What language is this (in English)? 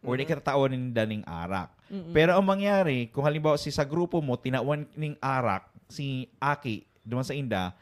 Bikol